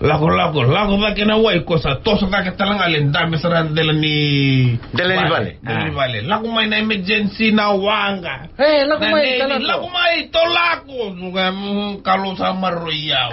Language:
Fijian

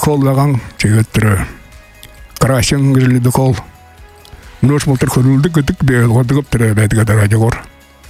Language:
Buriat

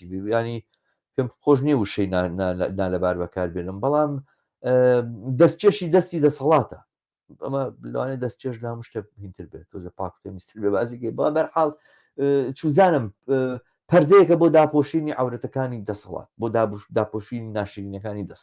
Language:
Central Kurdish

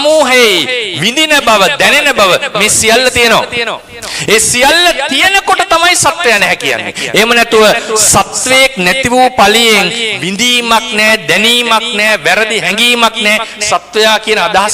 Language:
Sinhala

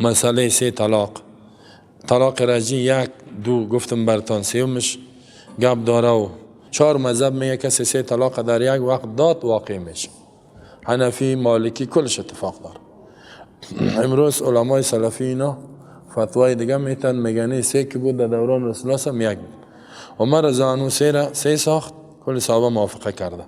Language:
Persian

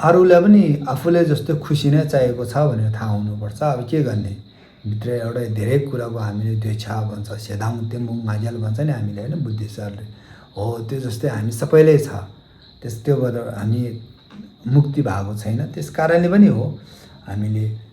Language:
Nepali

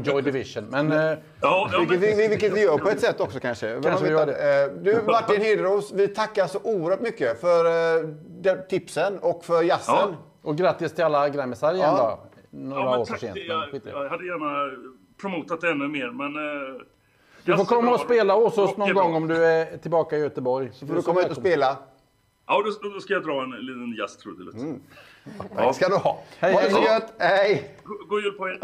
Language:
Swedish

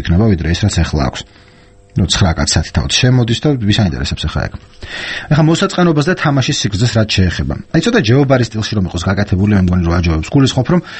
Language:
Georgian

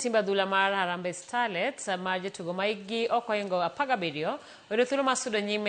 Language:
Luo (Kenya and Tanzania)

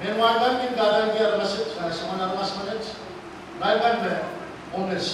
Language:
Pohnpeian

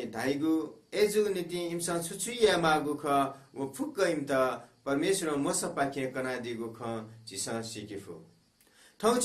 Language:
Newari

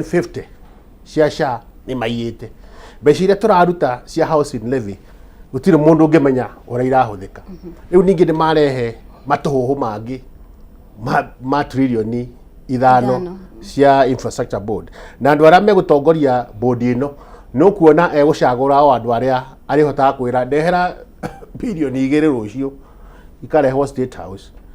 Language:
Kikuyu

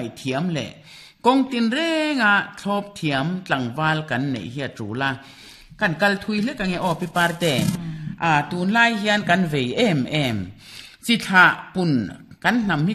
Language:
Mizo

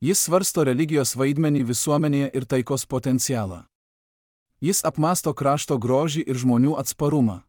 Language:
Lithuanian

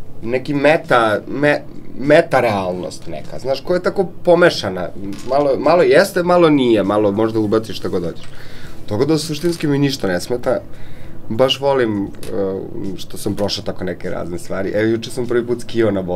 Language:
Serbian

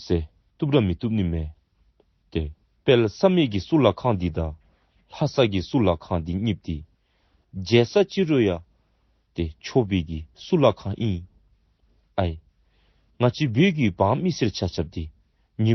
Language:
Dzongkha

